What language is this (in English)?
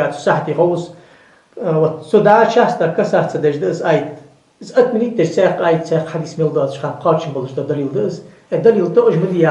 Ingush